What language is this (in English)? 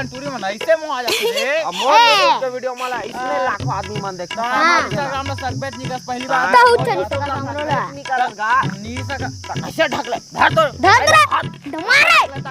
Chhattisgarhi